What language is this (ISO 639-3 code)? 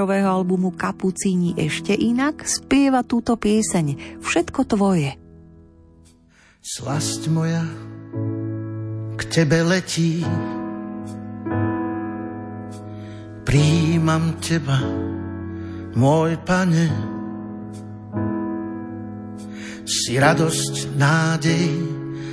slk